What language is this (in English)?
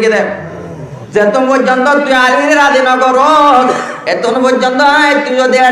Rohingya